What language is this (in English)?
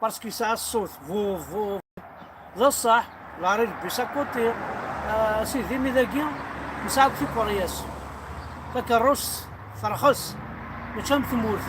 Kabyle